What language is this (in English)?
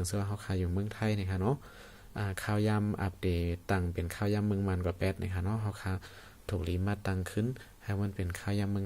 Shan